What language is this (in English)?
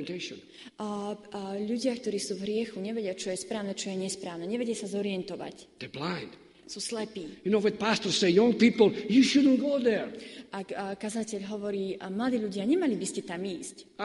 Slovak